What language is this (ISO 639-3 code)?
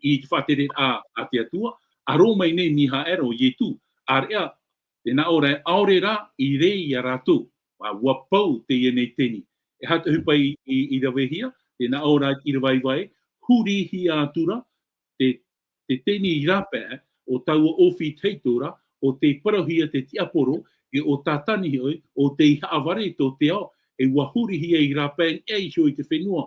tah